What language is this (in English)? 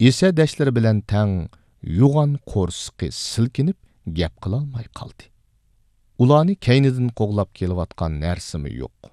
Uyghur